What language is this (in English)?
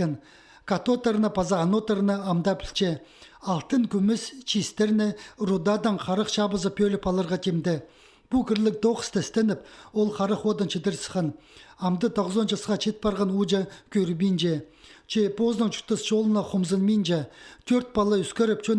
Khakas